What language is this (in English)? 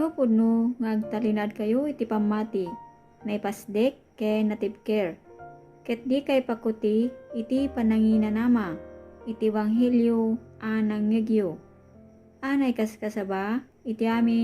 Iloko